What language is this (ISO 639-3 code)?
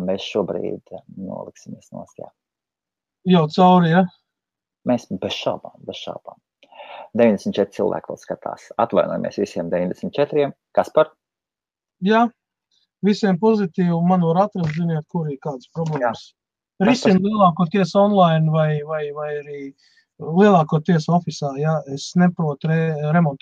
lav